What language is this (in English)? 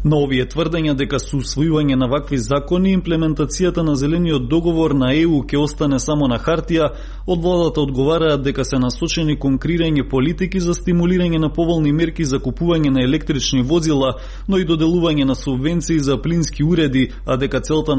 Macedonian